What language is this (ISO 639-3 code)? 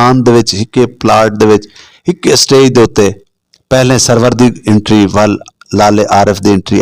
skr